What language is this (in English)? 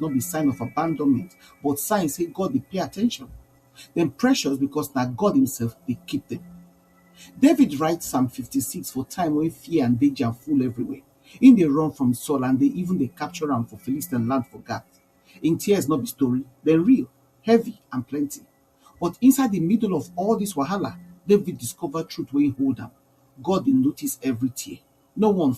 Nigerian Pidgin